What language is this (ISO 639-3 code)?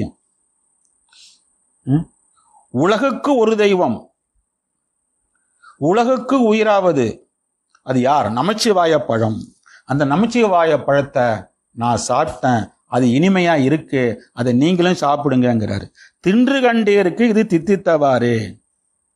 tam